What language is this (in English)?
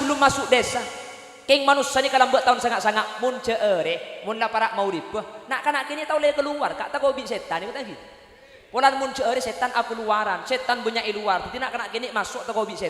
Madurese